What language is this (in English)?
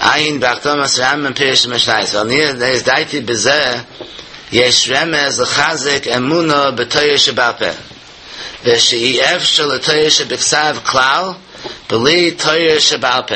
Yiddish